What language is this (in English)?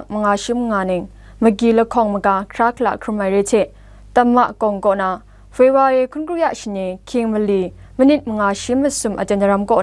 Kachin